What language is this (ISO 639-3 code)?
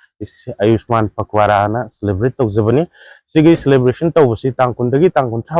mni